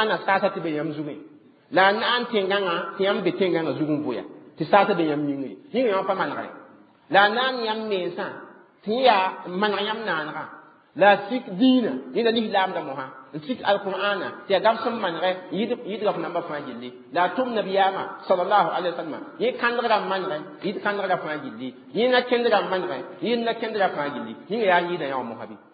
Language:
Mossi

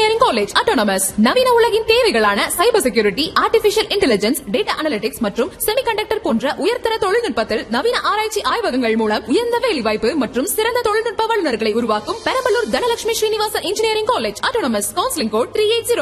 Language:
Tamil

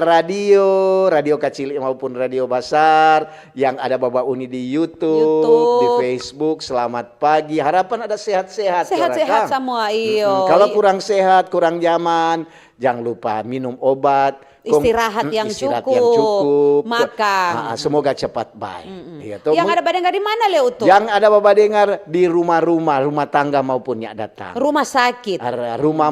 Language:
Manado Malay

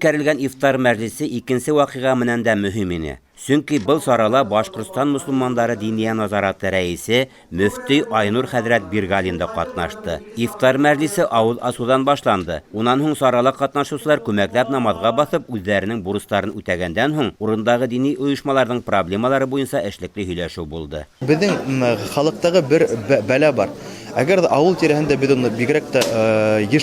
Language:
Bashkir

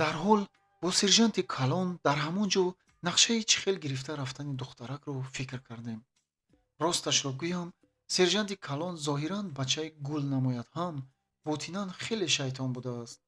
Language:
Tajik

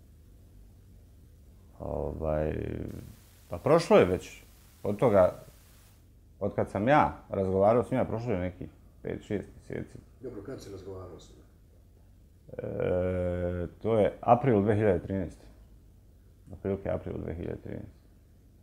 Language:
Bosnian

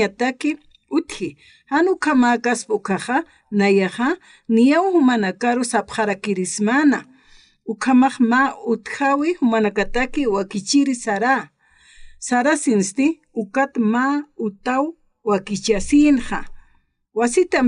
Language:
Aymara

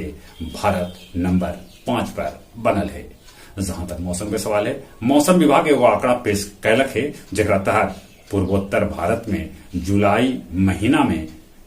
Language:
Magahi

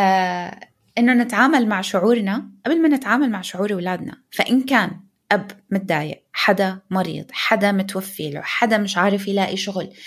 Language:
North Levantine Arabic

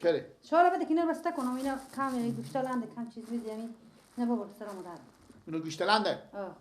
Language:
Persian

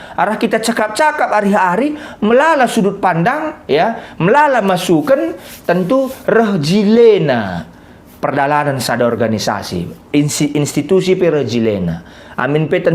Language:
Batak Karo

